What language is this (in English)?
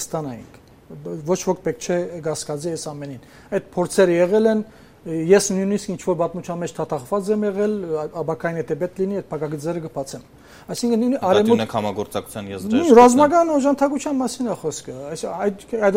Armenian